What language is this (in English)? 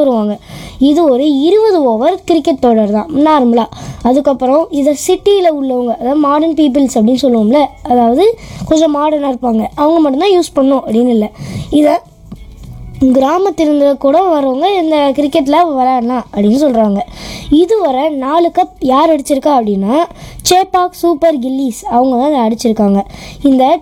Tamil